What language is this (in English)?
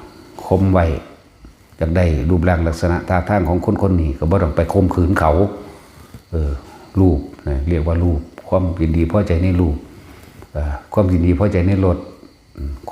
Lao